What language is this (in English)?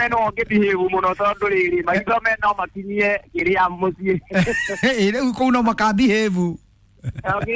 Kikuyu